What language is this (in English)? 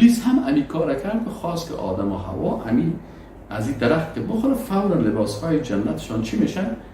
Persian